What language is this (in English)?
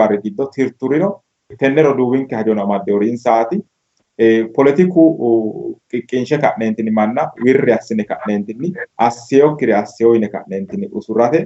Sidamo